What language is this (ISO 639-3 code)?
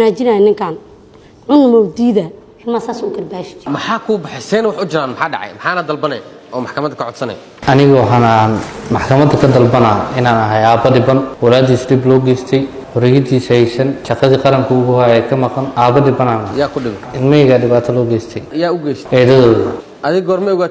som